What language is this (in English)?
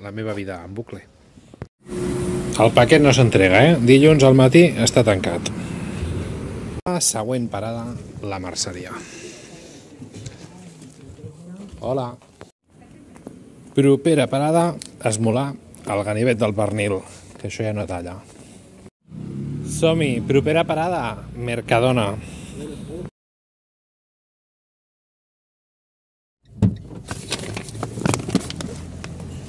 Catalan